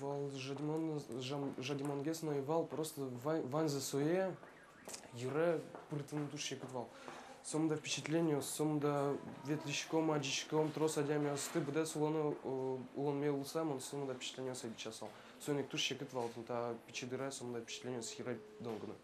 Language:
Udmurt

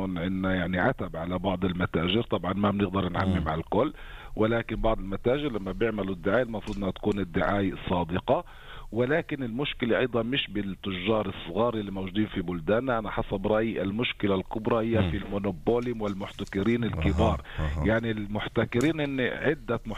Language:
North Levantine Arabic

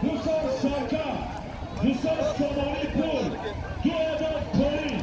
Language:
Tajik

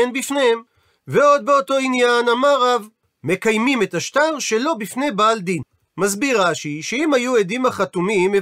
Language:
Hebrew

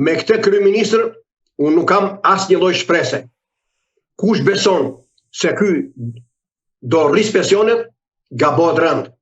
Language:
Albanian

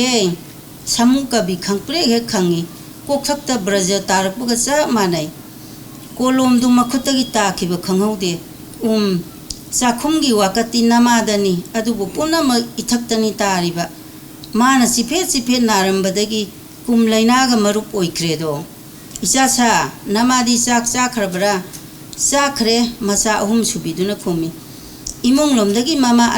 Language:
Manipuri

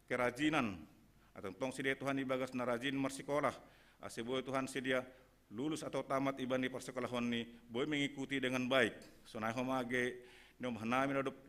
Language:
Batak Simalungun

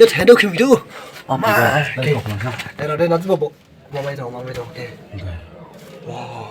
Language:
Dimasa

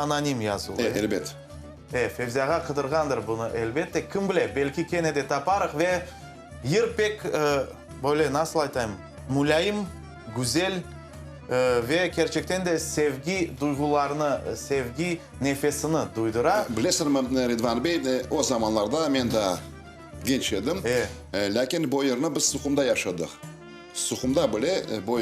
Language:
Crimean Tatar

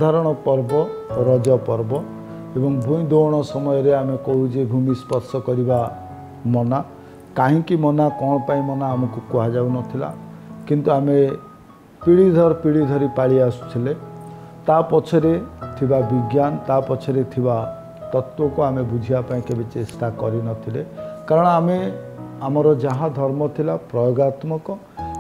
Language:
Odia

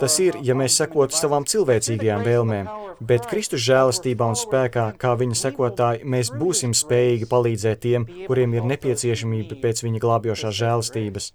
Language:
Latvian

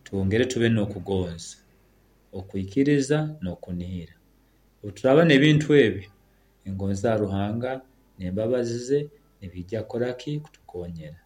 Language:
Nyoro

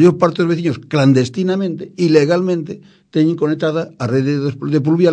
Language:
Galician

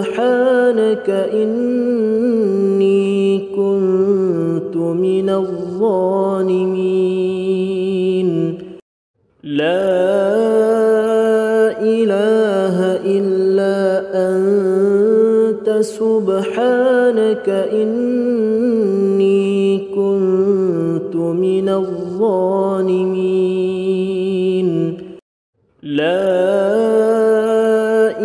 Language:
Arabic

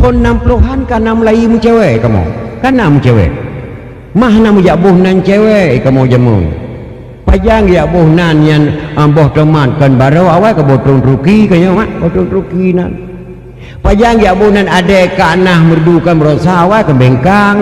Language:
Achinese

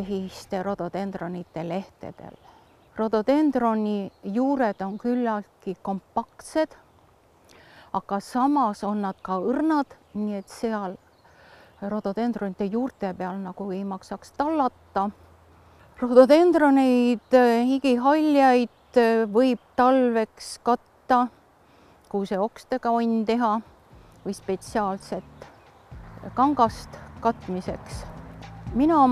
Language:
Estonian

